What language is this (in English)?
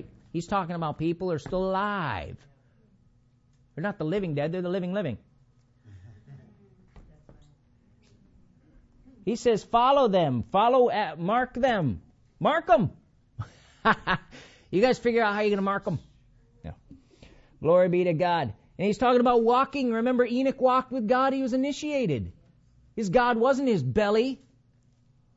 English